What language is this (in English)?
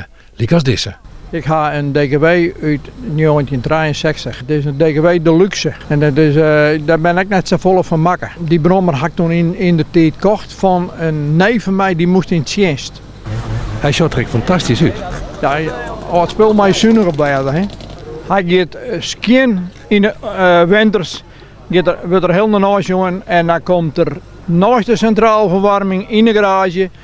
Western Frisian